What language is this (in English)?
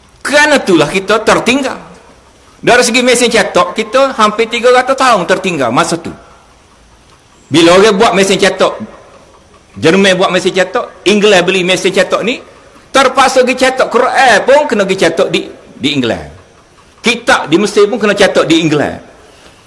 Malay